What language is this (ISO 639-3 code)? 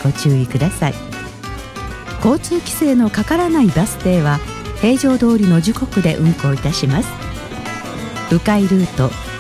jpn